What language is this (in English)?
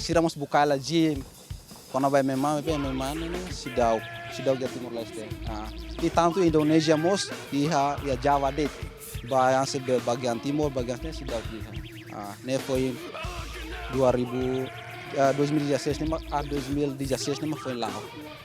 Tetum